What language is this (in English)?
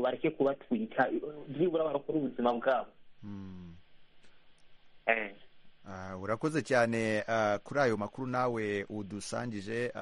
Kinyarwanda